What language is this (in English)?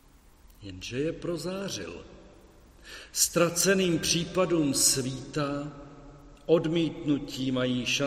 Czech